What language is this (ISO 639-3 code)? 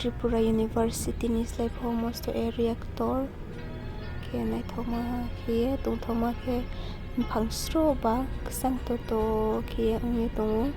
ria